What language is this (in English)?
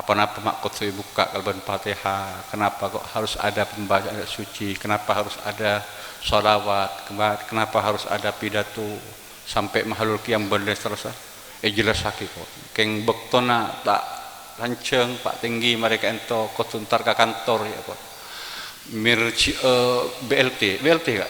Madurese